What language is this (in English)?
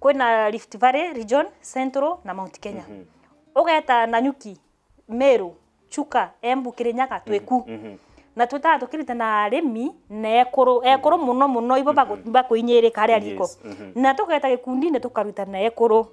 Meru